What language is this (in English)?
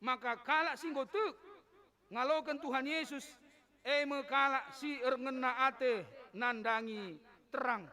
Batak Karo